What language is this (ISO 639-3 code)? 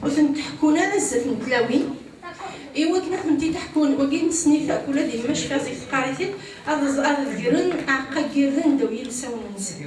kab